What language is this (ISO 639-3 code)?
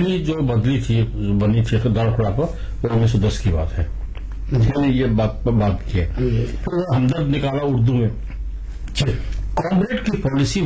urd